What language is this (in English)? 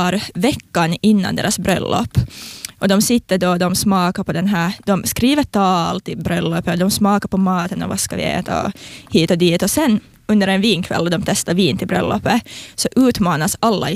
Swedish